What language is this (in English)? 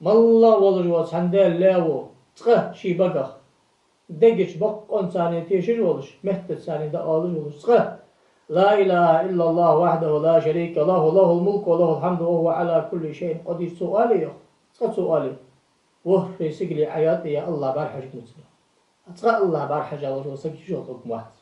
Ingush